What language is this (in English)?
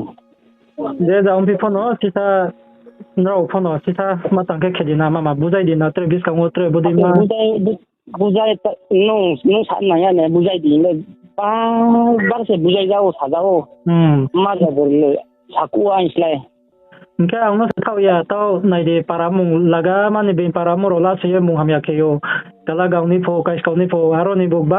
Riang (India)